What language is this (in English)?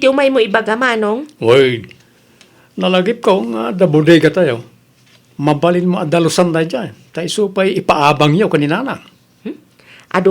Iloko